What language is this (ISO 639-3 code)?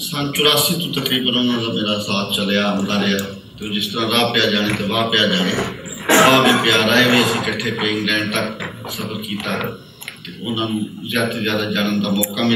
lah